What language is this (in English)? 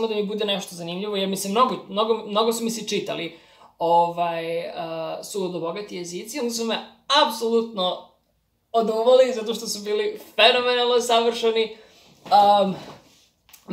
Serbian